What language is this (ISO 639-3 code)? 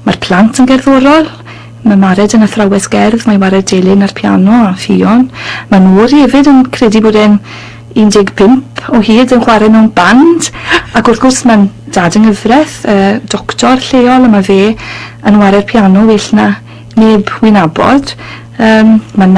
cym